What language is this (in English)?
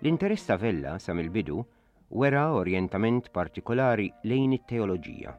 Maltese